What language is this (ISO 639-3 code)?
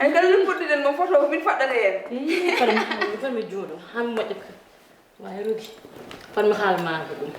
ful